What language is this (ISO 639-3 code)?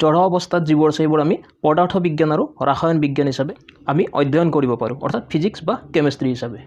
asm